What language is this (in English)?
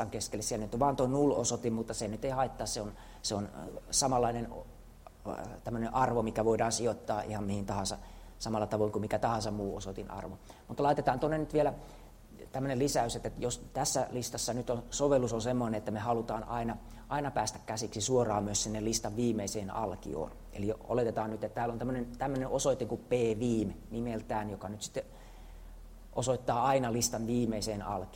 Finnish